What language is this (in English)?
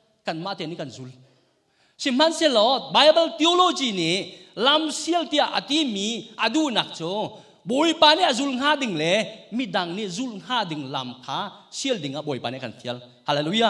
Hakha Chin